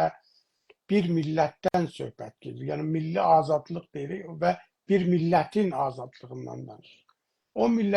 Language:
South Azerbaijani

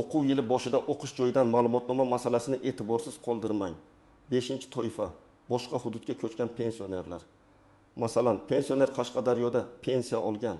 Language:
Uzbek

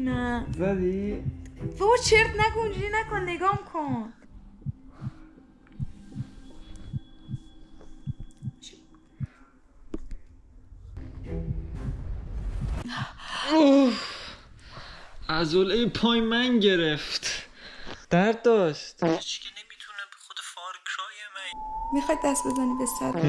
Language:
Persian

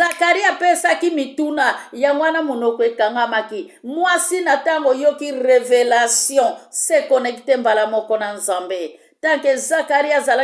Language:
Lingala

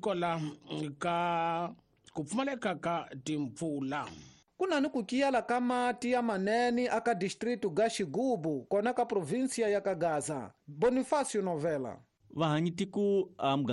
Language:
Tsonga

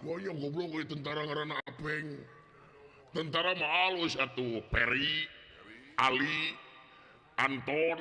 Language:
Sundanese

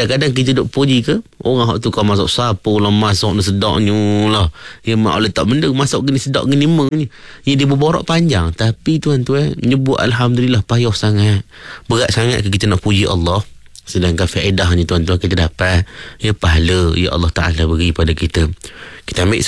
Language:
Malay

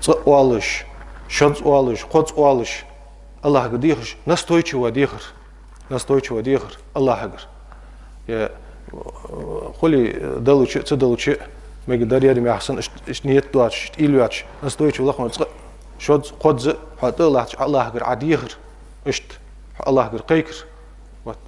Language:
Ingush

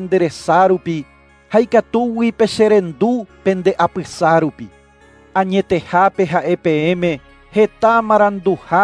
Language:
Guarani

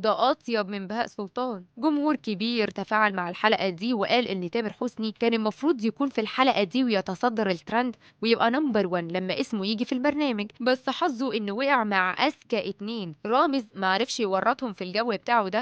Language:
Egyptian Arabic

